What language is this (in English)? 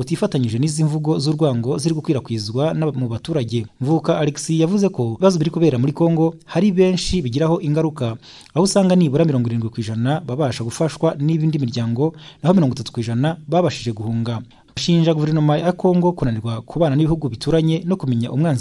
Kinyarwanda